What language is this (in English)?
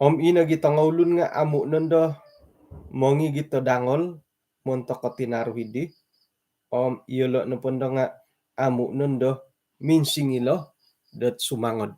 Central Dusun